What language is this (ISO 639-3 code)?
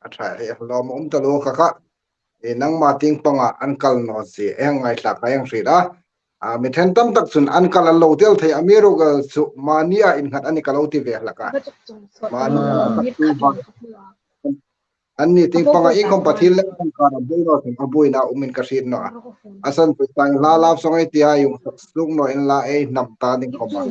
hmr